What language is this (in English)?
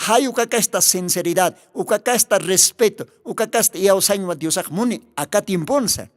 Aymara